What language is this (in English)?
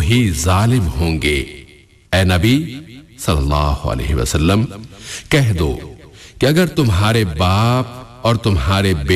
Urdu